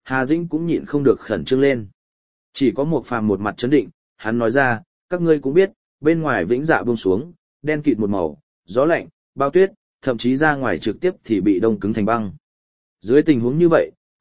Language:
Vietnamese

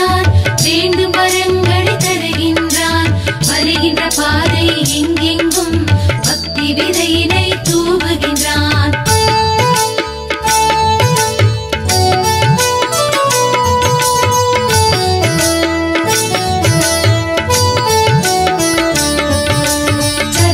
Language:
Tamil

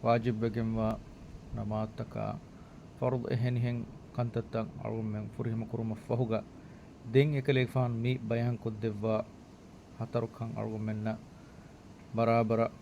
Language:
Divehi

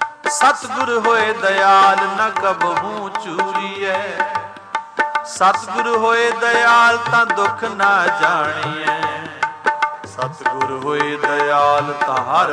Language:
Punjabi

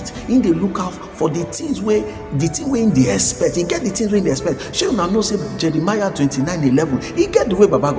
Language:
Nigerian Pidgin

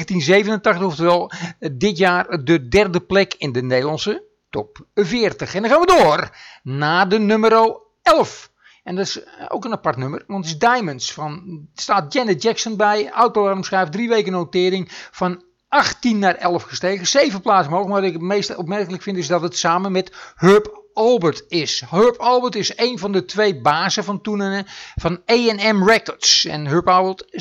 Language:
Dutch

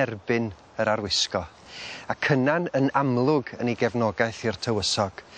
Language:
Welsh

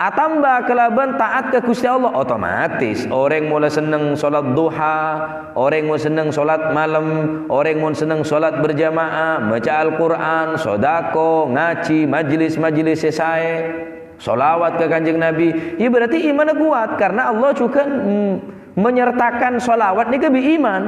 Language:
Madurese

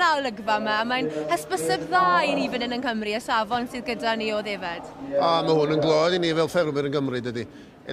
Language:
Welsh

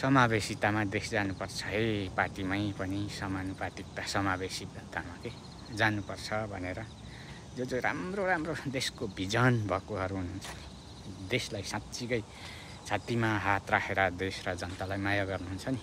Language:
Nepali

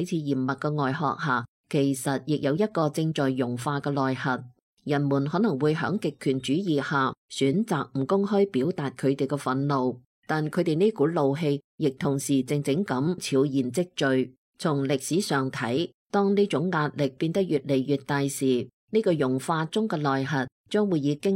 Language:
Cantonese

